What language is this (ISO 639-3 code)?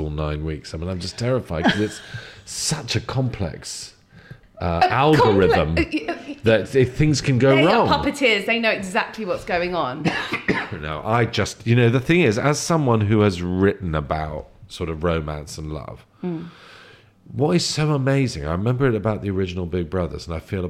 eng